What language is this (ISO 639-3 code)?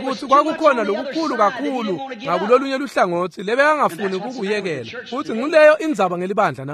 ssw